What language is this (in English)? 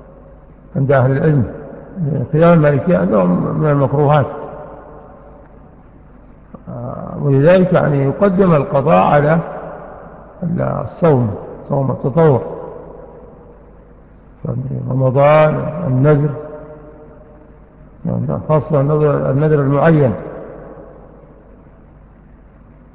Arabic